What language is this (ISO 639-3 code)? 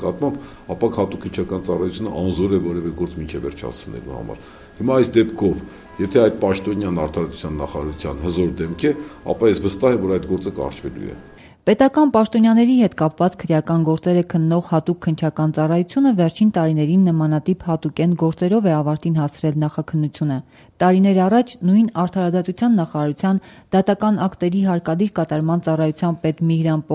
hye